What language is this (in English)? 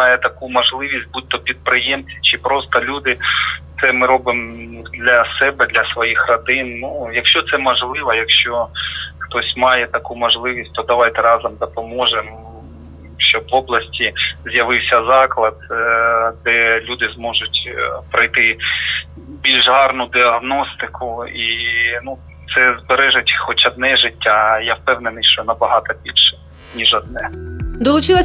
Ukrainian